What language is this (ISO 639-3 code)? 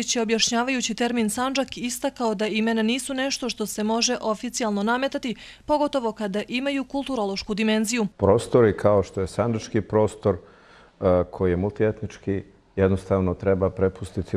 hrv